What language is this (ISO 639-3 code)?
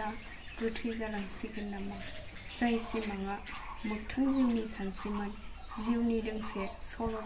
brx